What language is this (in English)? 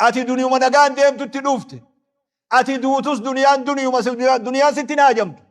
Oromo